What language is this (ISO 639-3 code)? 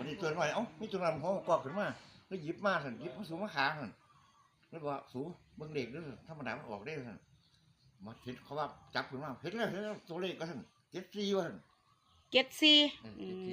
tts